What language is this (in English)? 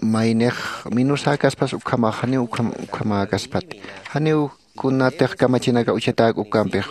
Aymara